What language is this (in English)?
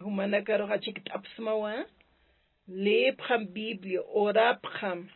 Aymara